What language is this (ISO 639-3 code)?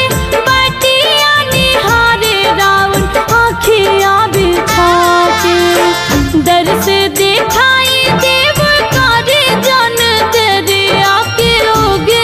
bho